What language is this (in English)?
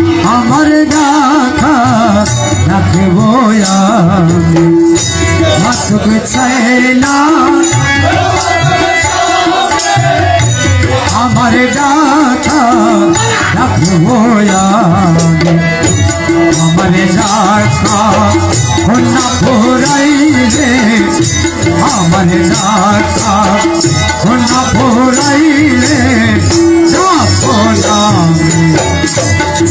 Bangla